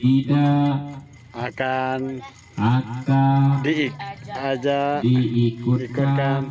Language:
Sasak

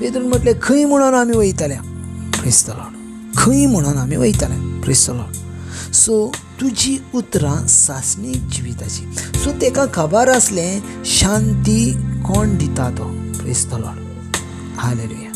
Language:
Konkani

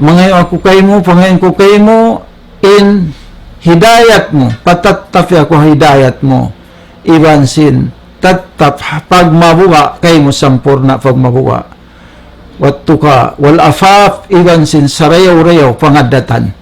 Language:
Tausug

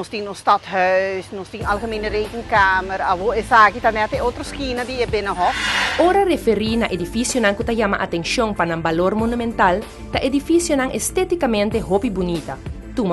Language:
Papiamento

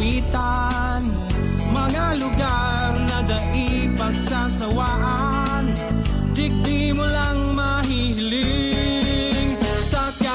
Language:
Bikol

